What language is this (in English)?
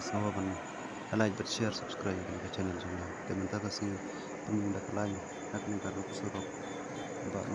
Khasi